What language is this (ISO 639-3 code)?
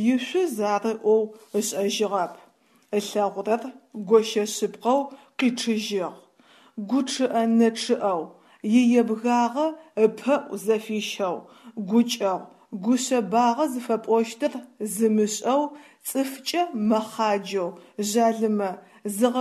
ady